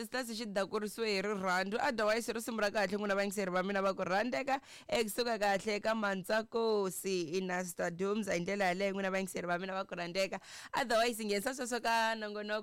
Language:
Tsonga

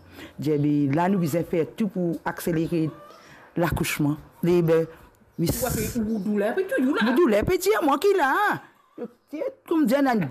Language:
Morisyen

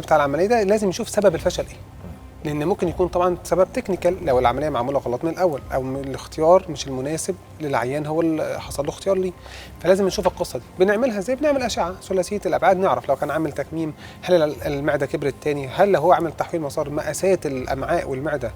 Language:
Egyptian Arabic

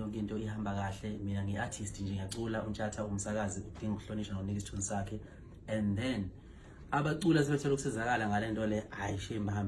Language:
Zulu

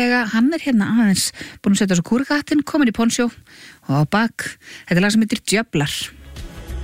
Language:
Icelandic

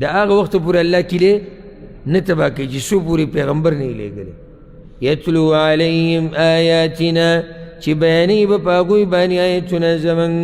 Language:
Pashto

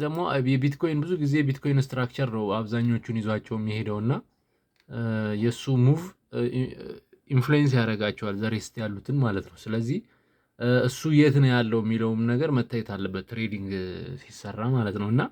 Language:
Amharic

